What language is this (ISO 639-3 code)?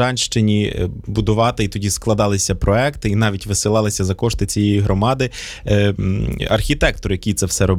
ukr